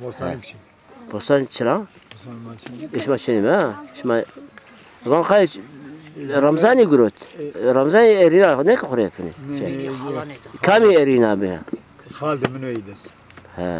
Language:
Zaza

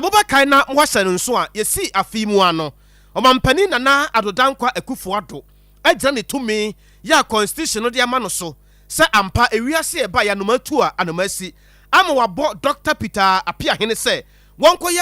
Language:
Akan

